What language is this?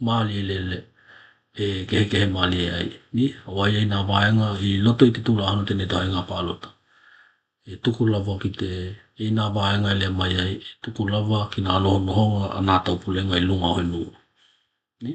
Tokelau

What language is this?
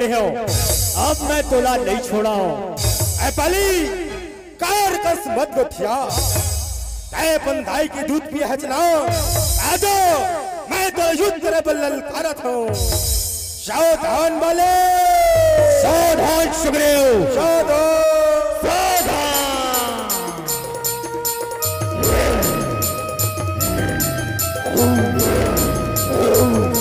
Chhattisgarhi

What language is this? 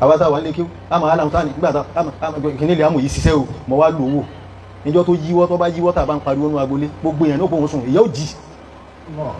Yoruba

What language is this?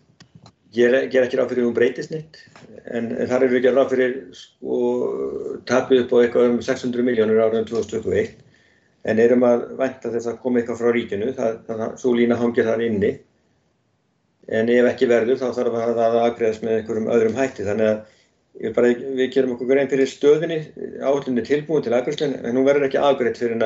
Icelandic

